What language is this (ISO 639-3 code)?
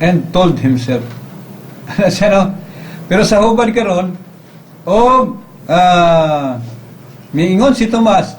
ceb